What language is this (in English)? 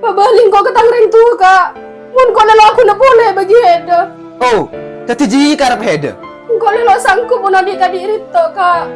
Madurese